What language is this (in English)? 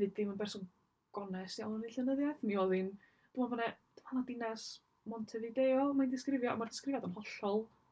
Welsh